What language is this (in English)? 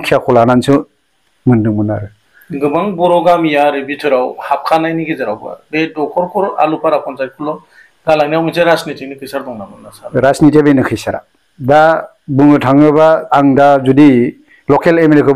Bodo